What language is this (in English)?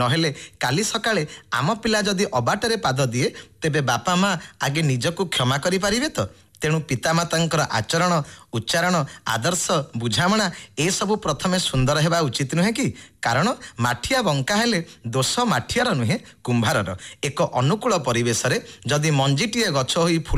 Odia